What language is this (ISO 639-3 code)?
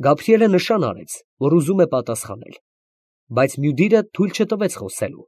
hye